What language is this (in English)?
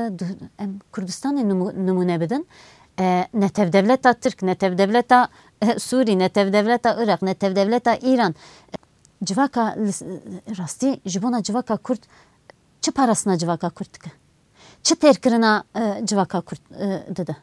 Kurdish